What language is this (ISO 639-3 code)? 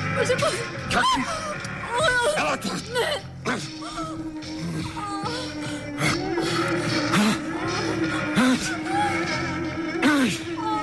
bul